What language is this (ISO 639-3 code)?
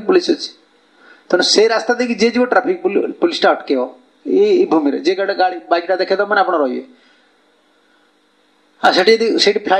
ori